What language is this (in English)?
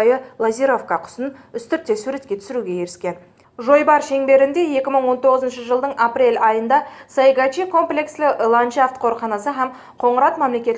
Kara-Kalpak